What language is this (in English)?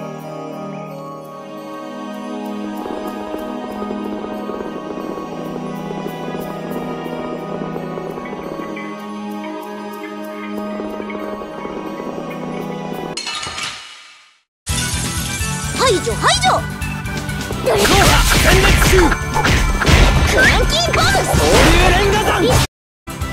Japanese